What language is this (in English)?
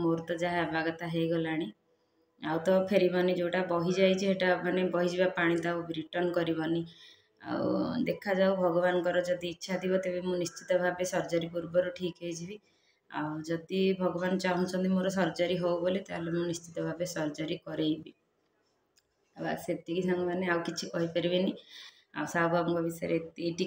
Odia